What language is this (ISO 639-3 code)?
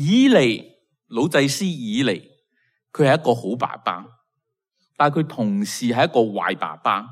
yue